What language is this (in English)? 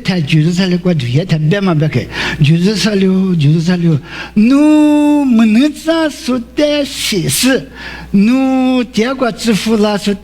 Lisu